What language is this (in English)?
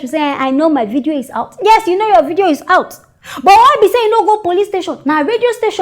Nigerian Pidgin